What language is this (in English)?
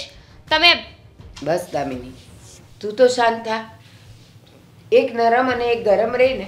Gujarati